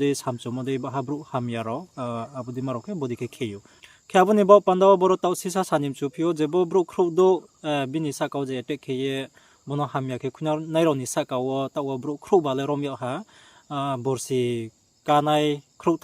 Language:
Riang (India)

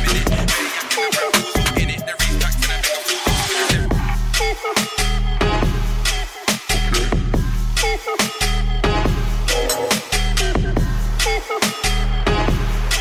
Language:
English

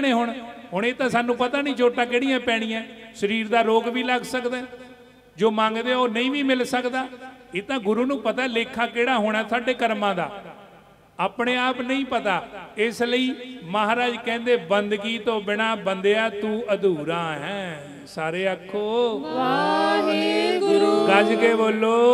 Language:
Punjabi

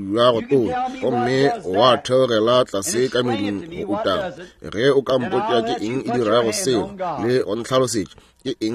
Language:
Northern Sotho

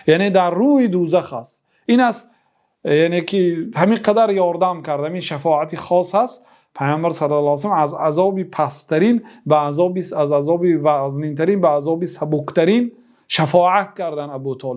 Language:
Persian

